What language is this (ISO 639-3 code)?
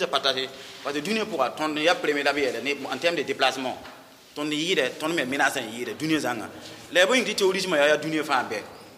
mos